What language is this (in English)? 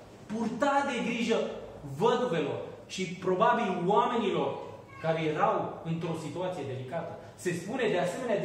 Romanian